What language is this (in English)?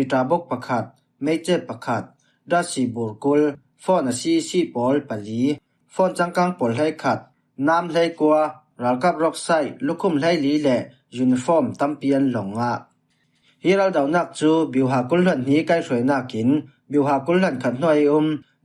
Falam Chin